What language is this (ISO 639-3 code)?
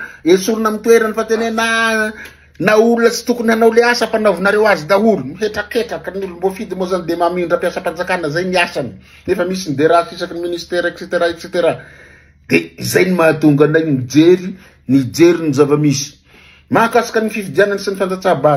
mlg